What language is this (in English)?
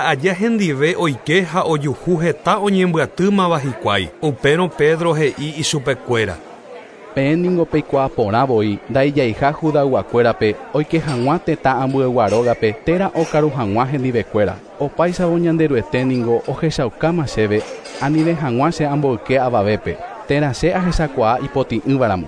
Guarani